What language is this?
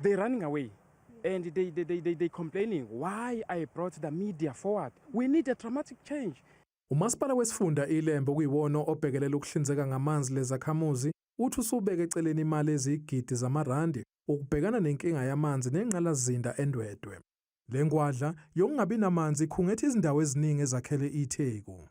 Zulu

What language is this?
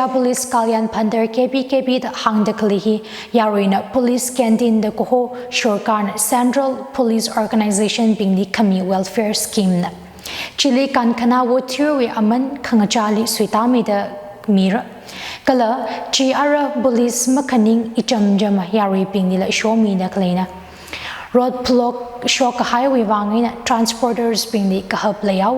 Tangkhul Naga (India)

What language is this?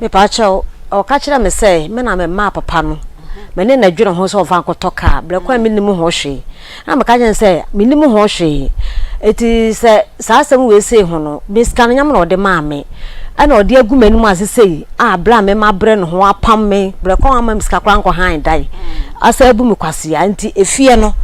Akan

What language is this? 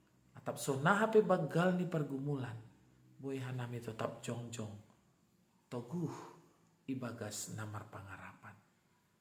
Batak Simalungun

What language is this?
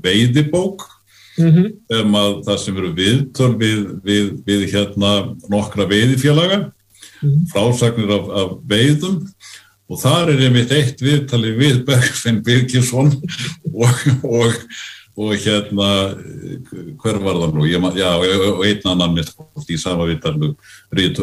Icelandic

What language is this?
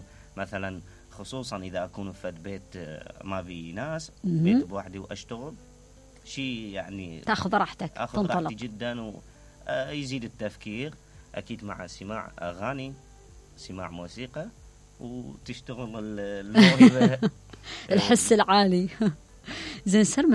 Mesopotamian Arabic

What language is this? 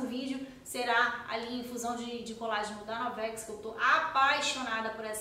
Portuguese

